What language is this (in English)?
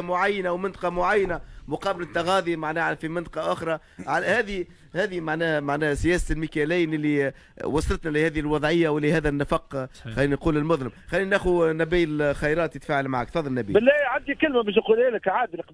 Tunisian Arabic